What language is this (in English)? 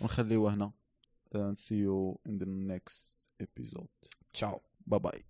Moroccan Arabic